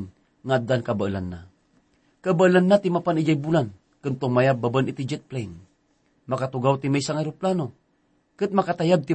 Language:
Iloko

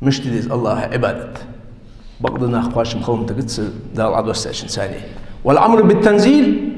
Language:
Ingush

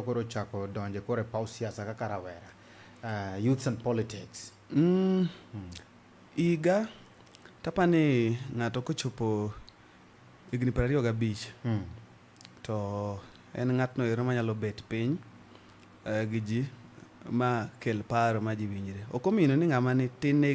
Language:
Luo (Kenya and Tanzania)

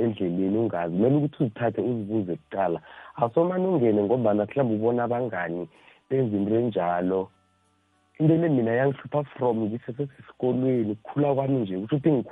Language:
South Ndebele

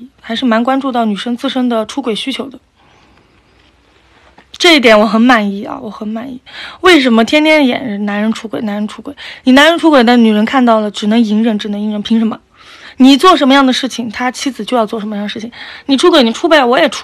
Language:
Chinese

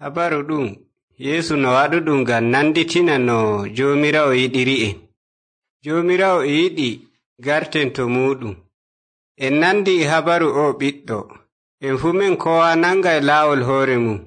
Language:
Nigerian Fulfulde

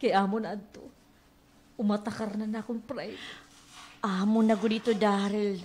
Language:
Waray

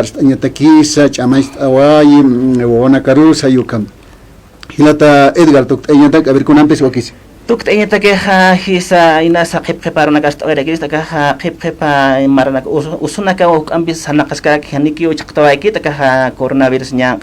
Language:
Aymara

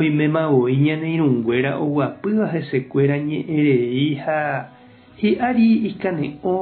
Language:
Guarani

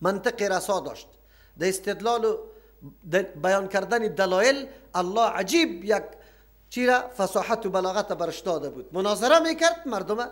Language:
Persian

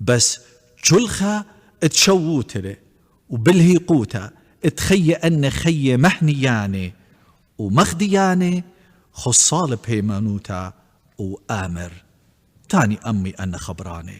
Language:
Assyrian Neo-Aramaic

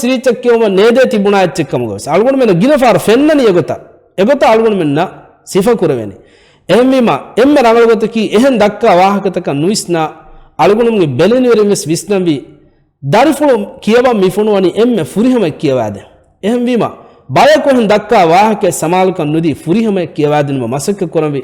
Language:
Divehi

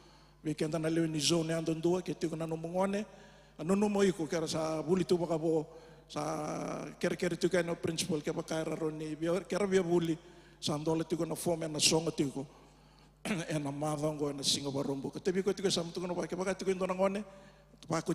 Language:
Fijian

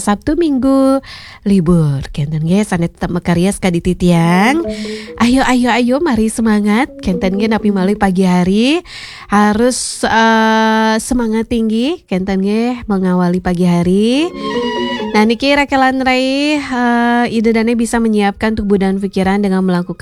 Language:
Balinese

